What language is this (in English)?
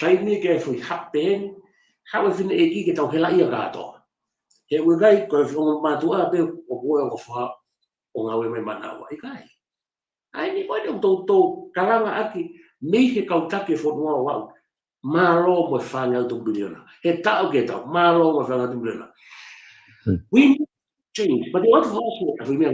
Tongan